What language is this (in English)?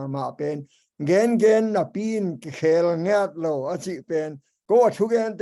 Tedim Chin